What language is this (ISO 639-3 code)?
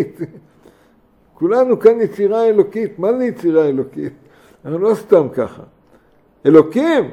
heb